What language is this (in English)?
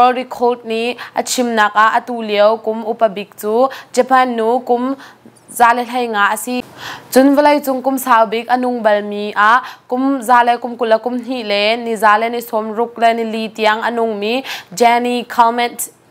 Hakha Chin